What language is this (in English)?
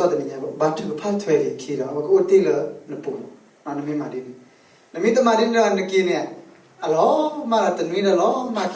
S'gaw Karen